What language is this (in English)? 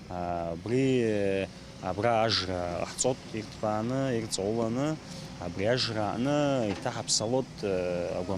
Abkhazian